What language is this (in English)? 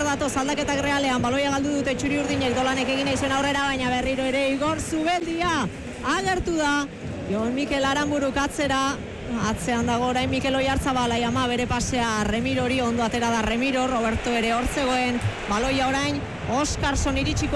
Basque